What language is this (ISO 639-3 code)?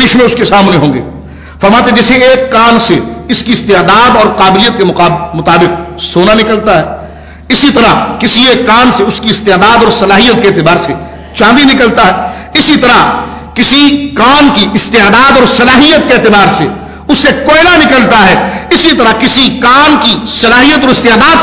urd